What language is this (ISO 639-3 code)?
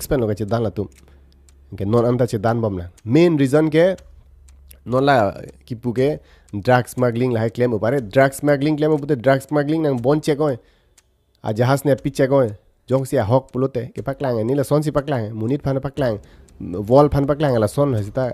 mjw